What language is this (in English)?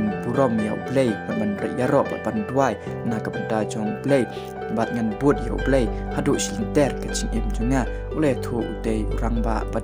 Khasi